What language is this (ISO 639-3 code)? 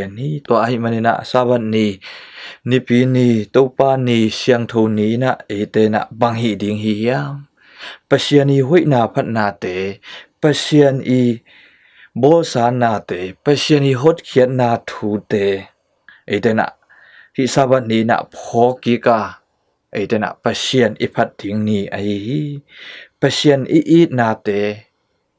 ctd